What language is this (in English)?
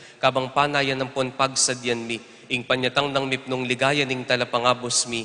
Pampanga